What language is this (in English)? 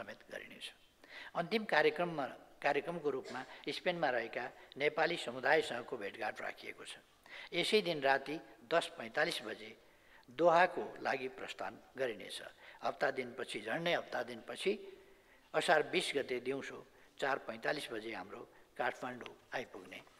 Nepali